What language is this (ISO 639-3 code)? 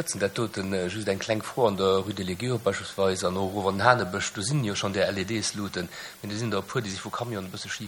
ltz